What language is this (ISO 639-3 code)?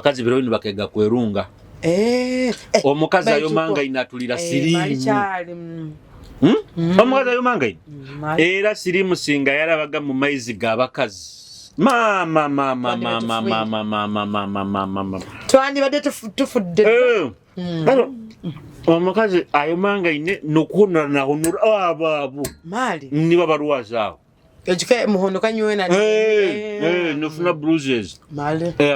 nyo